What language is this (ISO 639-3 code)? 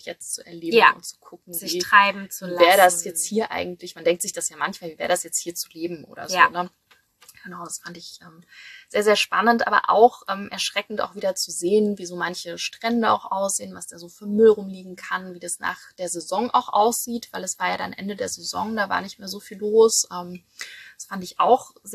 deu